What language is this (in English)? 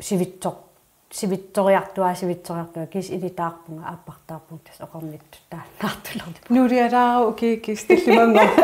Kalaallisut